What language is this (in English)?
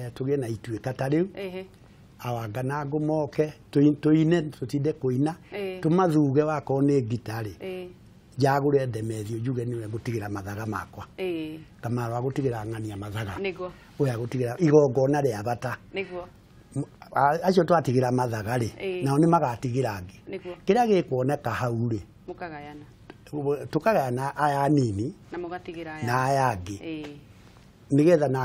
Kikuyu